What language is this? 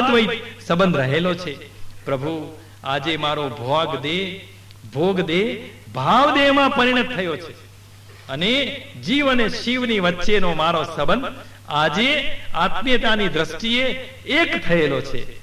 Gujarati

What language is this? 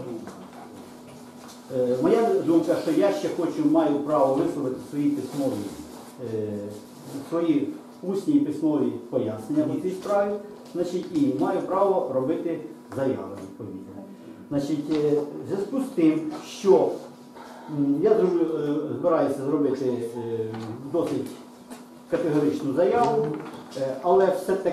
Ukrainian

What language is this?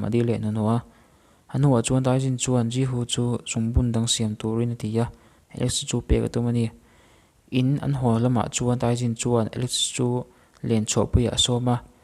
Mizo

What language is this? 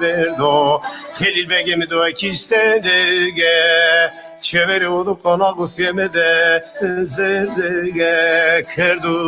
Zaza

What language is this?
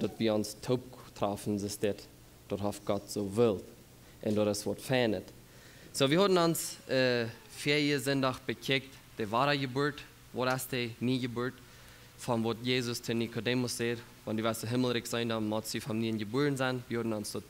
Plautdietsch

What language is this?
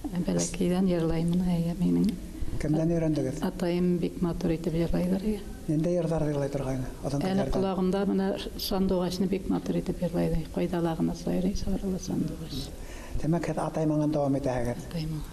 Bashkir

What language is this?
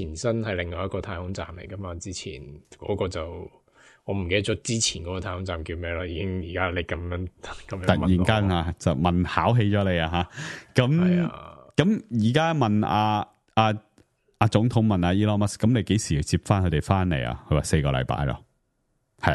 Cantonese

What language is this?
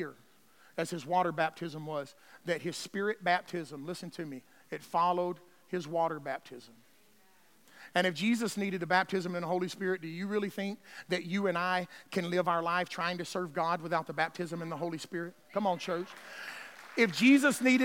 English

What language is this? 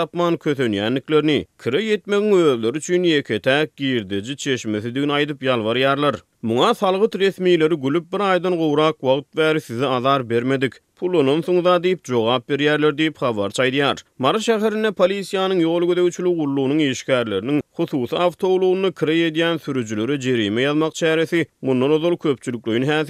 Turkmen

